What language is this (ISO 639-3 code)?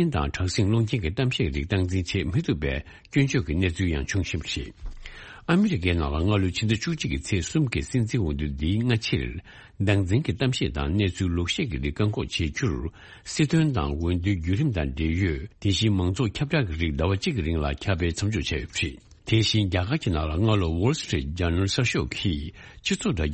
bod